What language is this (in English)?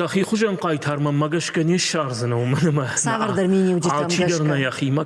Ossetic